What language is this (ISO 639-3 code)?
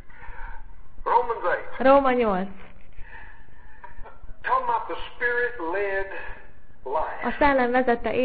hun